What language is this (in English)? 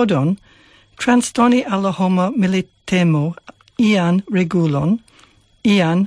Esperanto